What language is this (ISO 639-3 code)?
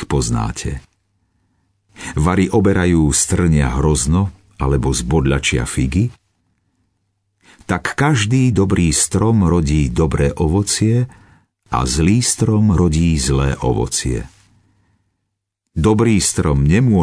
slk